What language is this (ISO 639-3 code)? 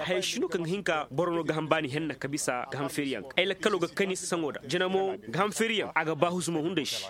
ses